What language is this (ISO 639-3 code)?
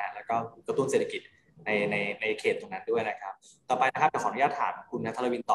tha